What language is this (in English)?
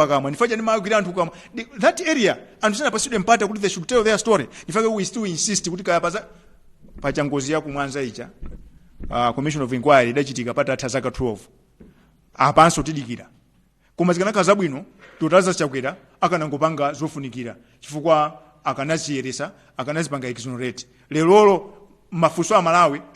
Nyanja